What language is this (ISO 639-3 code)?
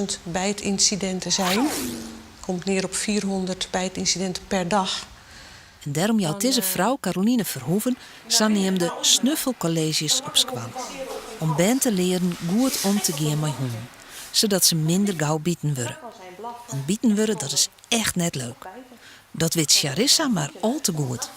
fry